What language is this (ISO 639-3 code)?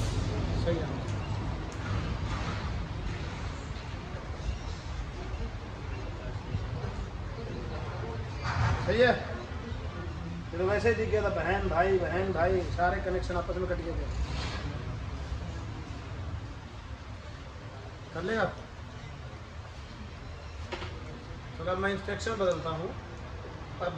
hin